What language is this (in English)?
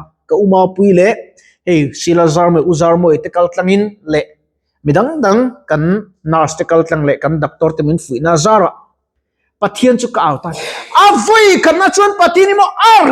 Mizo